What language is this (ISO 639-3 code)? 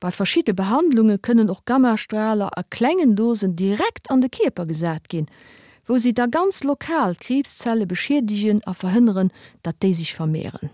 ltz